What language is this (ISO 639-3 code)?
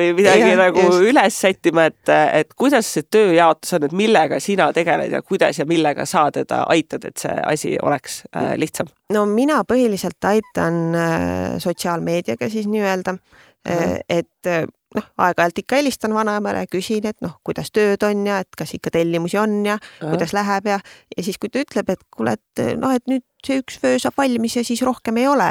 est